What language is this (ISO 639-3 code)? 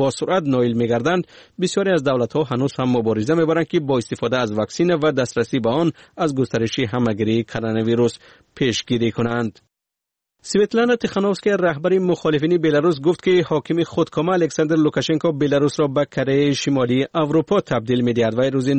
fas